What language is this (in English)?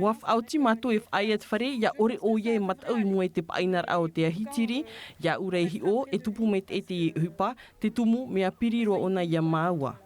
Tahitian